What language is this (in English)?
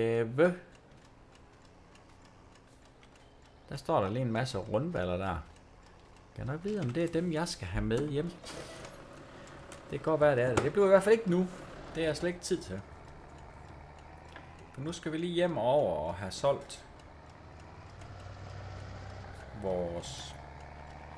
Danish